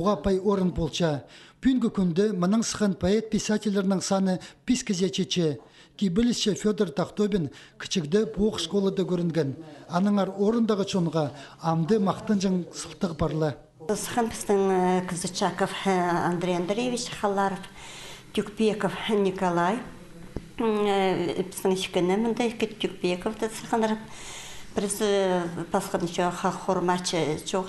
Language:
Khakas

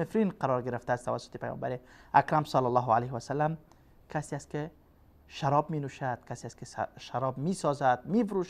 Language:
Persian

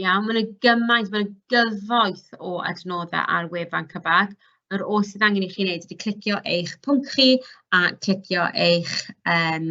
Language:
Welsh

